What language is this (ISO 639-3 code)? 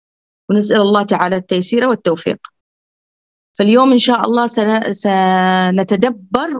ara